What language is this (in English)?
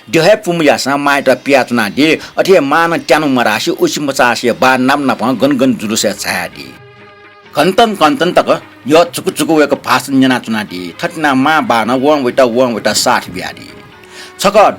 Newari